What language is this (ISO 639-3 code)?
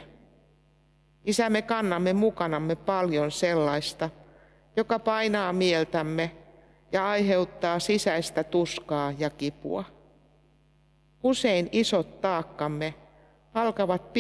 fin